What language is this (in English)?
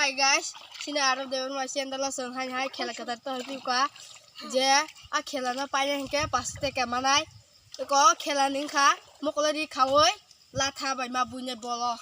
Kok Borok